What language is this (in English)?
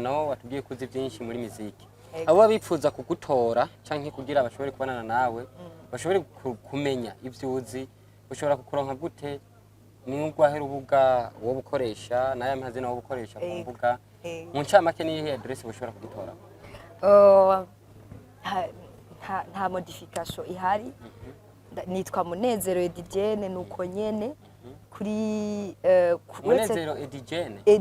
Rundi